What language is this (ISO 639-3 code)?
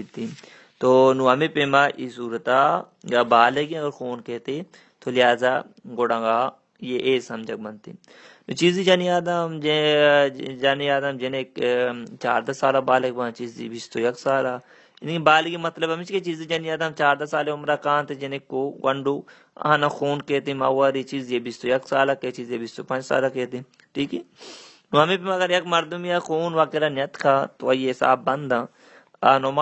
bal